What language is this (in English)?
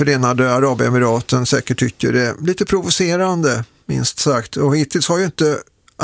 Swedish